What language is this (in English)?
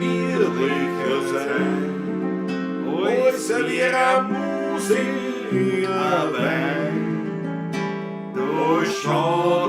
Bavarian